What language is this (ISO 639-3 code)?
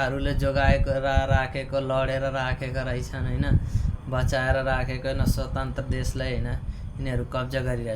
nep